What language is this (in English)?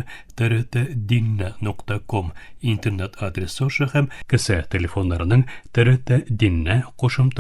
Tatar